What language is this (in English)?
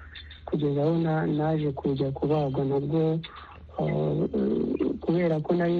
Kinyarwanda